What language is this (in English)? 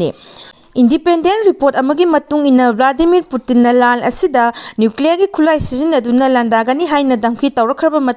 Manipuri